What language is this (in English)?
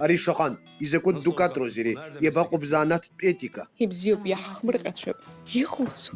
Abkhazian